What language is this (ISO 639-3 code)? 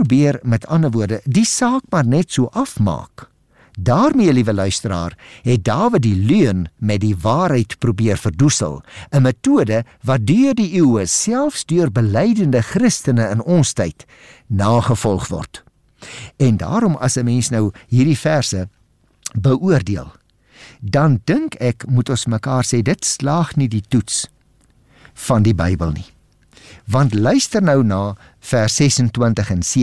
afr